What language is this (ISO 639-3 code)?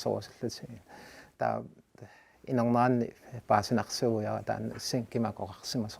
kal